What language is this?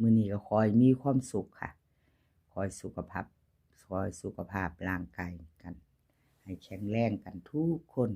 Northeastern Thai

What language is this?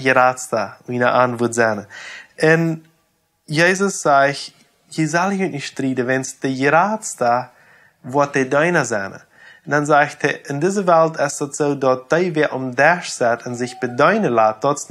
Plautdietsch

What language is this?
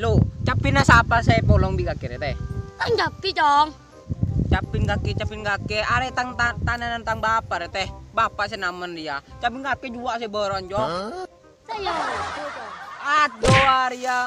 Madurese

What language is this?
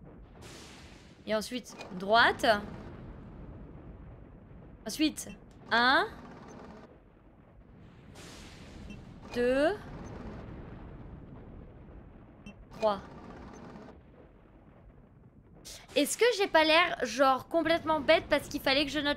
French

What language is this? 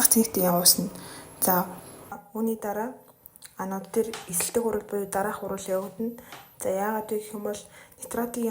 Mongolian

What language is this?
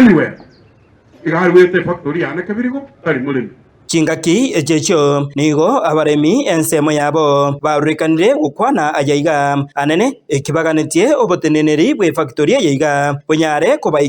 Gusii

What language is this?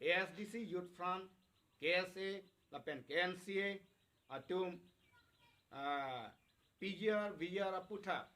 Karbi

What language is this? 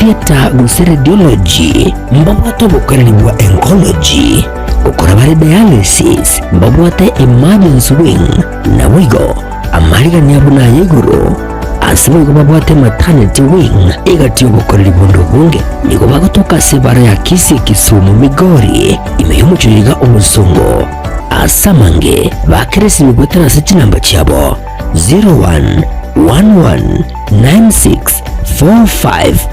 Gusii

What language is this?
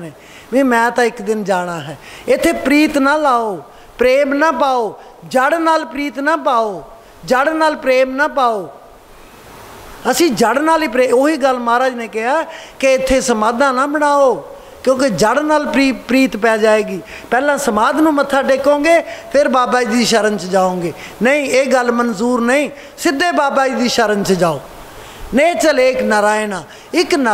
Punjabi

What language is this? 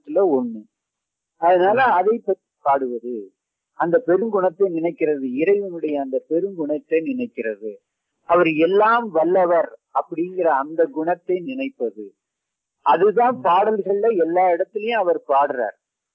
Tamil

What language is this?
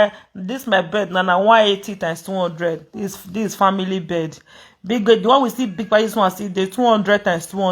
Nigerian Pidgin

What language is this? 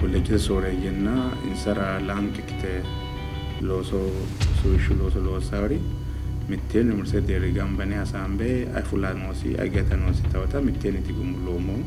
Sidamo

